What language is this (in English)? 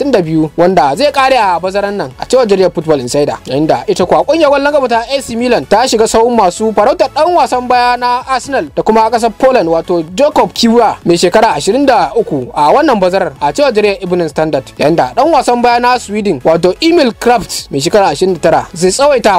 Hausa